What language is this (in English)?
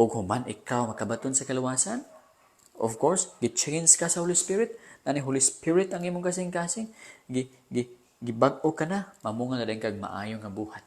Cebuano